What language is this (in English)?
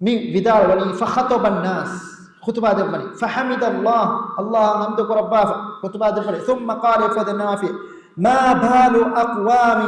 Divehi